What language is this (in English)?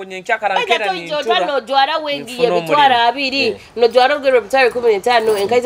Nyoro